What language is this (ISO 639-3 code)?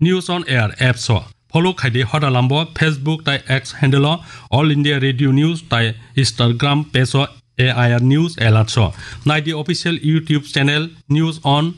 trp